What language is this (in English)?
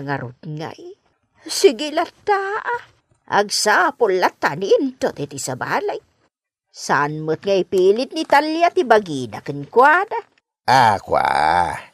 Iloko